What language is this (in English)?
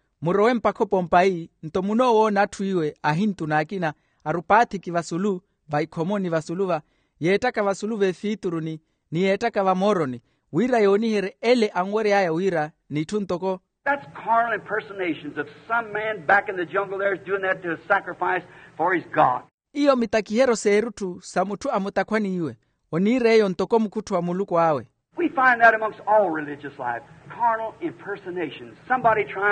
Makhuwa